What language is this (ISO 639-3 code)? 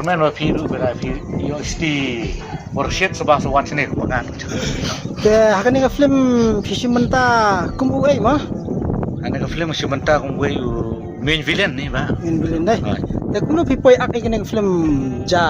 kha